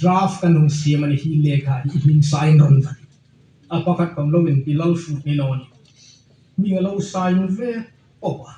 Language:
Hmar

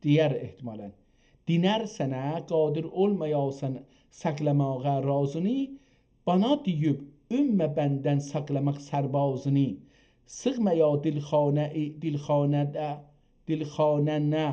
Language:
South Azerbaijani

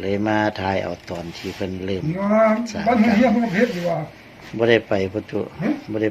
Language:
Lao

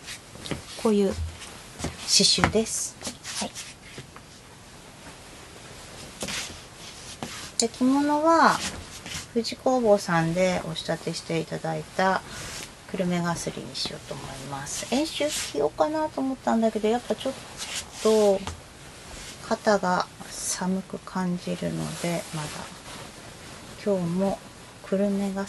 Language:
Japanese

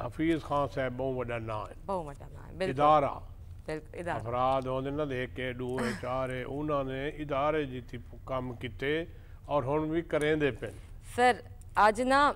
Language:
Saraiki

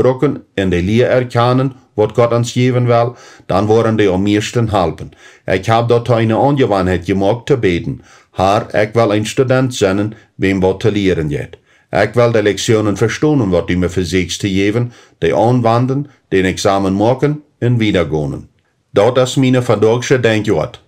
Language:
Plautdietsch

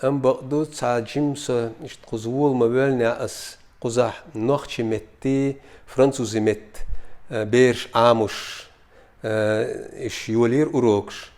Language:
Chechen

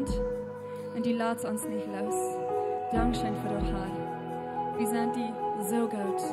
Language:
Plautdietsch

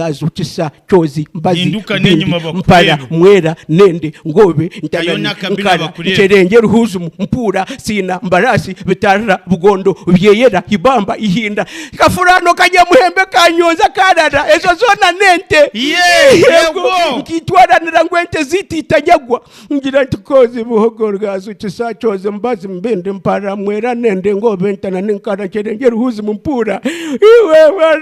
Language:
Nyankole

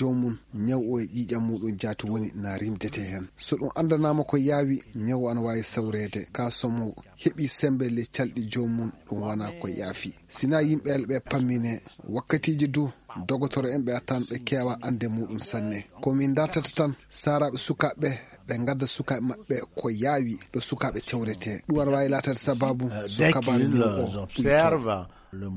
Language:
Fula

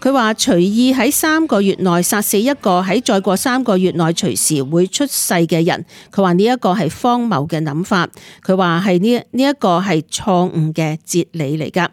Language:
Cantonese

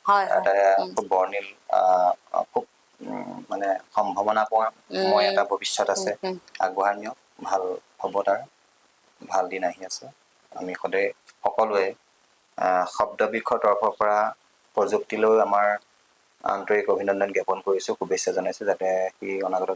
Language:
Assamese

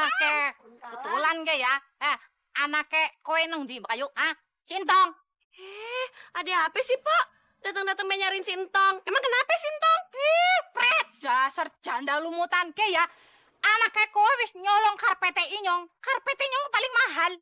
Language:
Betawi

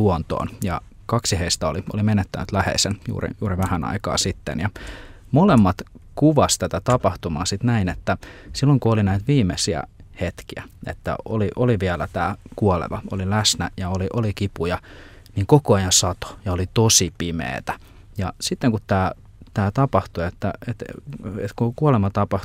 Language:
Finnish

